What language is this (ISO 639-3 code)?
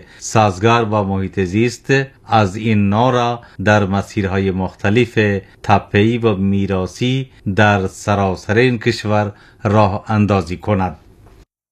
fas